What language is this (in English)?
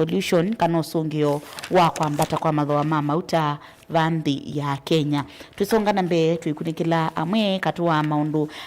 Kamba